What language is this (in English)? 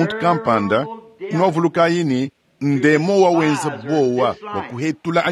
Luba-Lulua